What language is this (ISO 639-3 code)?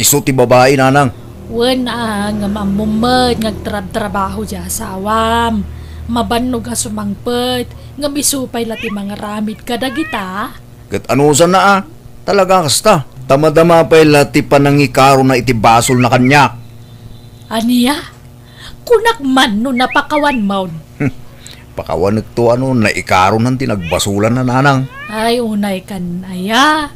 ilo